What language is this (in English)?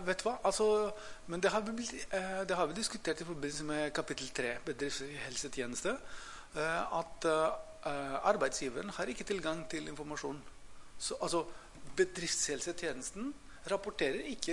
Norwegian